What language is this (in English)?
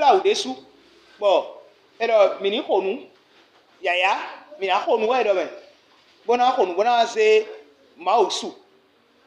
Fon